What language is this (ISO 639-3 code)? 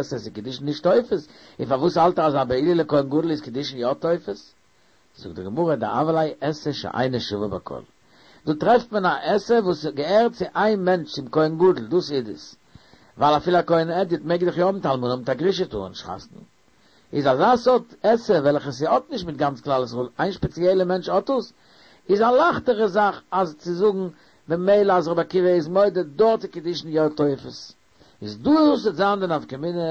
yid